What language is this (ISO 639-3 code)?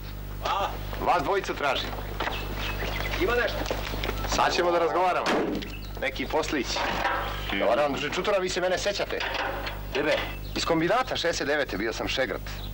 srp